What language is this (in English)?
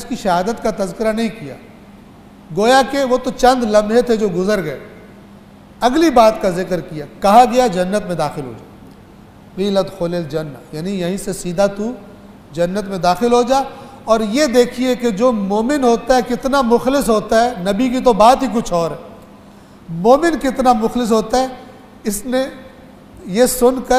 Urdu